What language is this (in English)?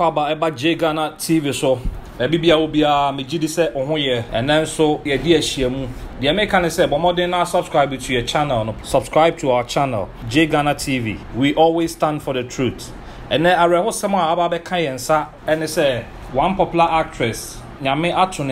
Akan